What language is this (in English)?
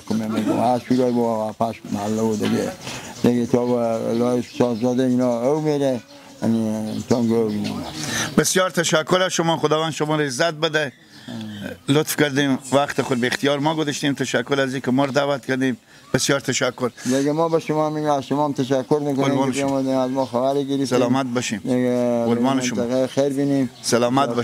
Persian